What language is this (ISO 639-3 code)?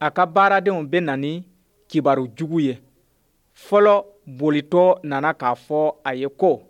bam